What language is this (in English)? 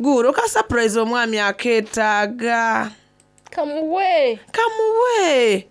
Soga